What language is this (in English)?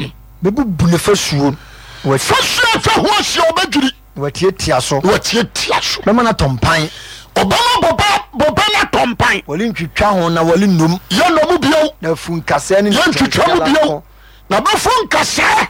Akan